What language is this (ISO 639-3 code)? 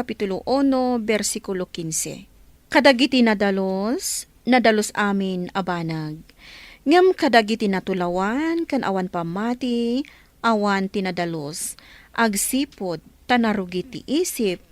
ilo